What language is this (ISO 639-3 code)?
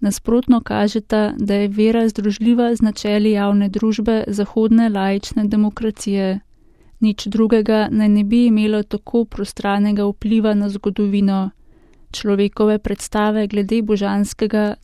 slv